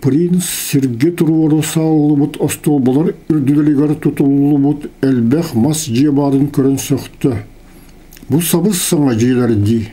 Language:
Yakut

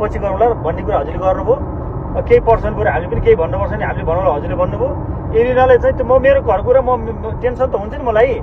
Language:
Nepali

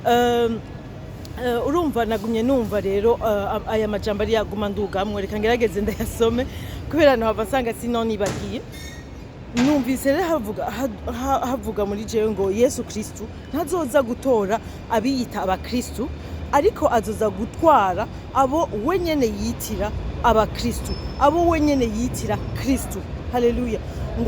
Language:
Rundi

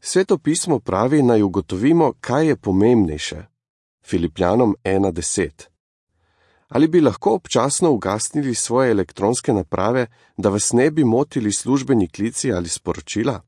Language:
Slovenian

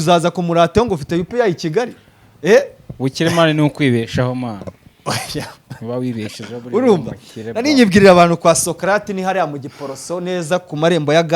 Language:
Kinyarwanda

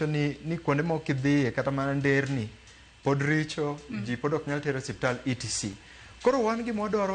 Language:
Luo (Kenya and Tanzania)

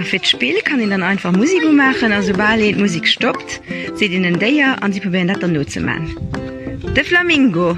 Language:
Luxembourgish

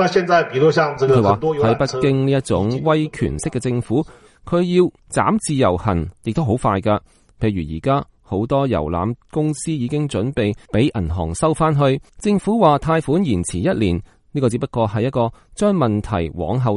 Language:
Cantonese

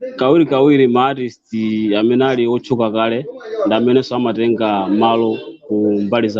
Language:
Nyanja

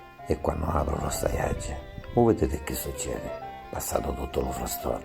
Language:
Sicilian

